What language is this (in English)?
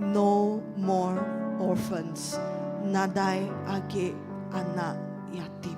Iban